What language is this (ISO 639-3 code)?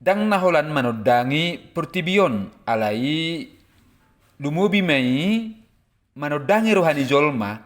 bbc